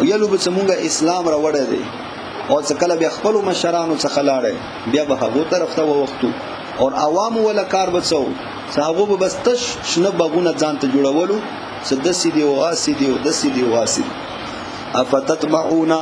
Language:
Pashto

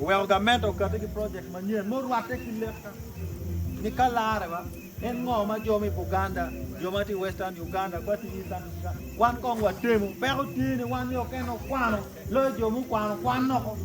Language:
Acoli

